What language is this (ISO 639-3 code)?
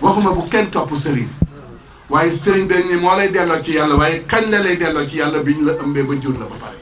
wol